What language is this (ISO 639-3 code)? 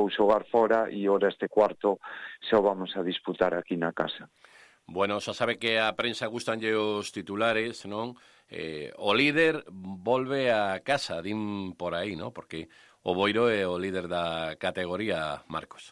glg